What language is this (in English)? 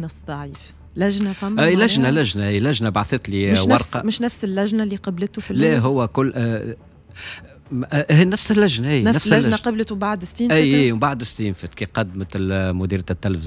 Tunisian Arabic